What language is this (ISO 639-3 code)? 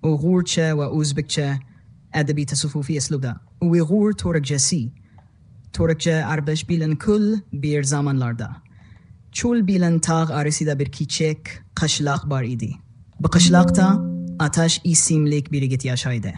azb